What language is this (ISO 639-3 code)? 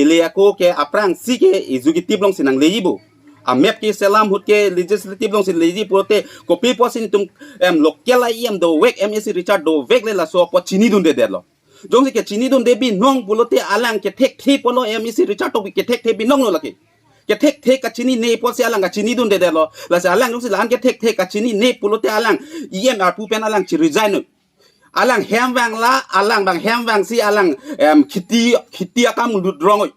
mjw